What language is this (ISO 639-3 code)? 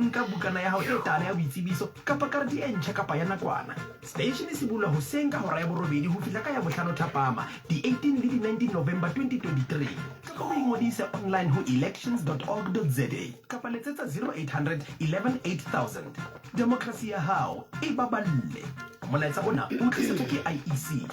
sot